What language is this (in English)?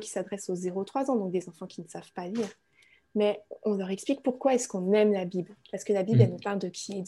French